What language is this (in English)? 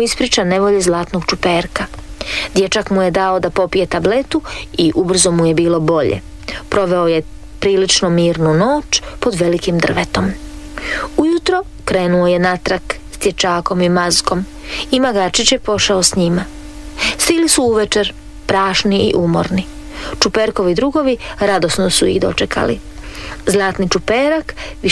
Croatian